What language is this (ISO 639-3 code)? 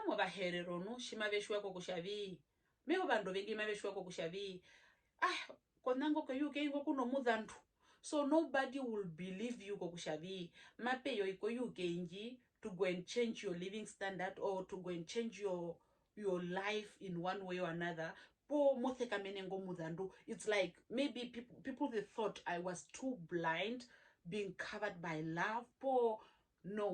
her